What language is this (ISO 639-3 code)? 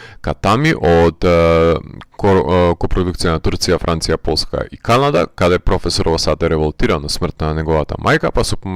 mkd